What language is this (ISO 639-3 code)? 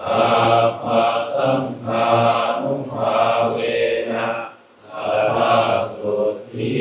tts